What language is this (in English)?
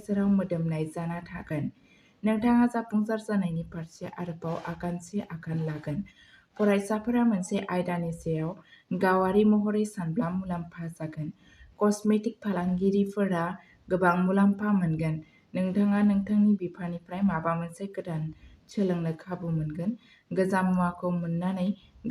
Bodo